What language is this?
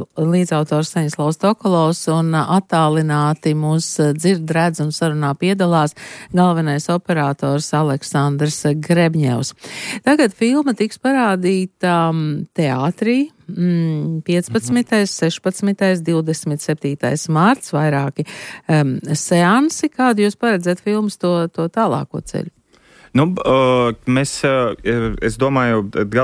Latvian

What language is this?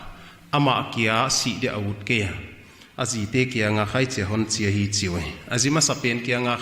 Paite Chin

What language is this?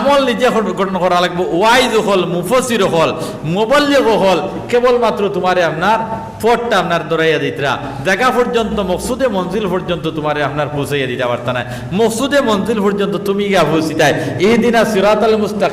Sylheti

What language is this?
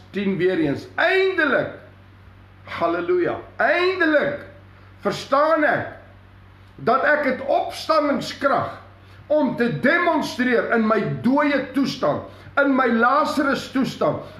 Afrikaans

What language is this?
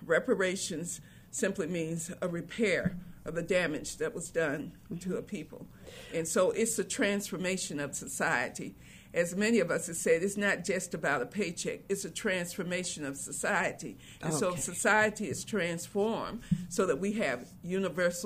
English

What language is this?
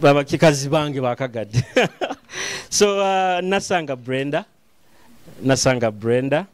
Nyoro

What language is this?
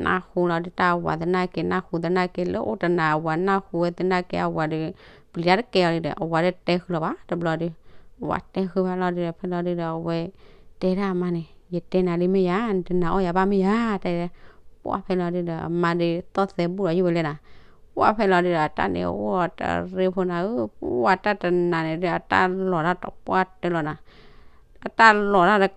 S'gaw Karen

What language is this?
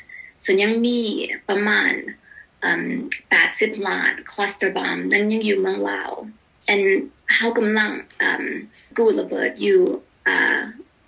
Lao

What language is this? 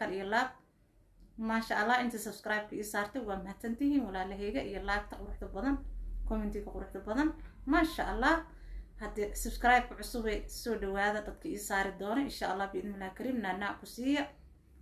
Somali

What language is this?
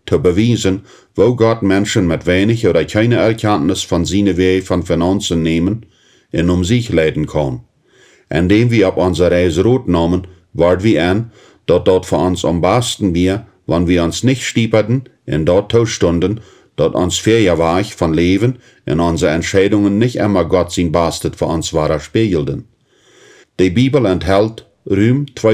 Plautdietsch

